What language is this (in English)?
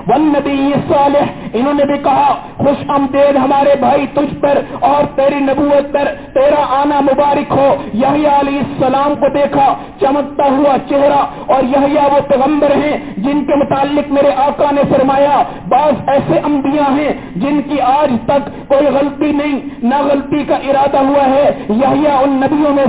Urdu